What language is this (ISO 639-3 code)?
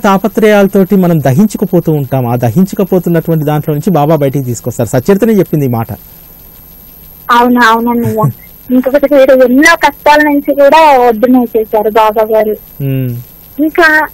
tel